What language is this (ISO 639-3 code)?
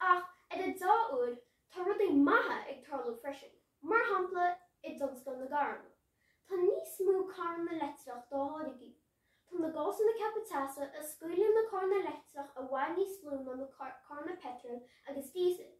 gle